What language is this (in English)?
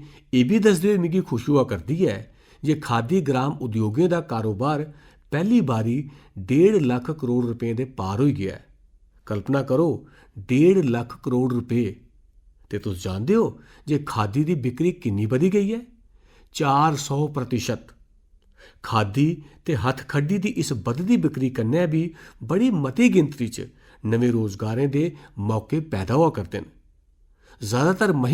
Dogri